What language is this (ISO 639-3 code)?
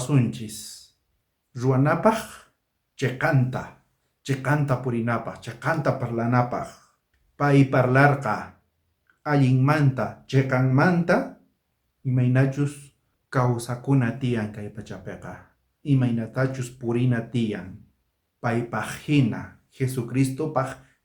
quh